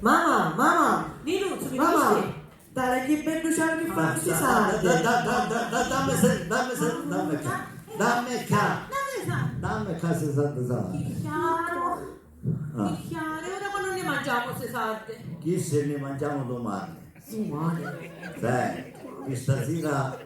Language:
Sicilian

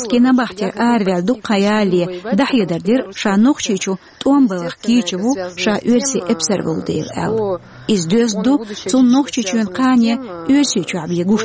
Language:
Chechen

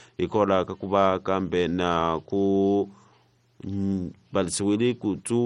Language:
Tsonga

